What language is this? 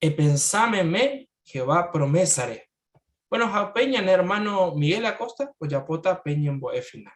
Guarani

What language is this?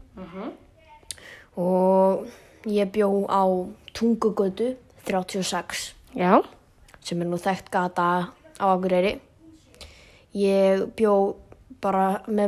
Icelandic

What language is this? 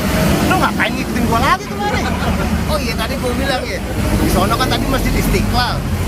Betawi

